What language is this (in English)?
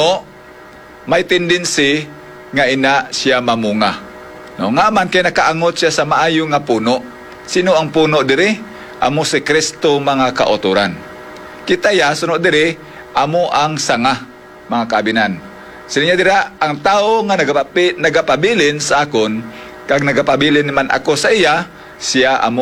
Hiligaynon